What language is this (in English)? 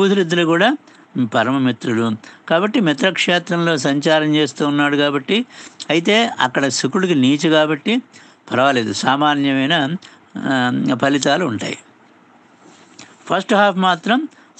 Telugu